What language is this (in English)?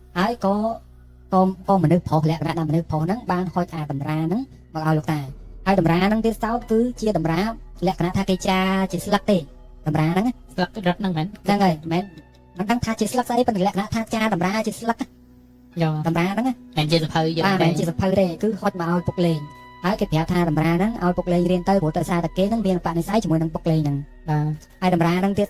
Khmer